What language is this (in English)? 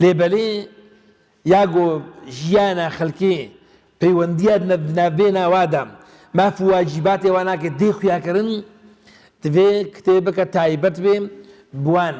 Kurdish